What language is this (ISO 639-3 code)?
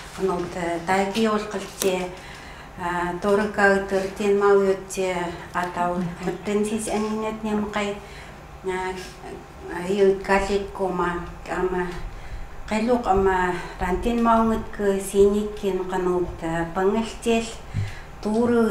ckt